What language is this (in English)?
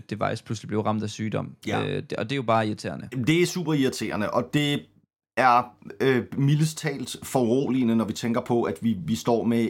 Danish